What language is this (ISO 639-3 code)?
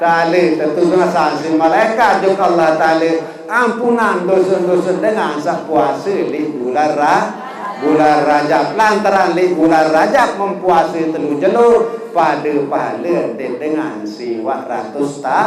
sas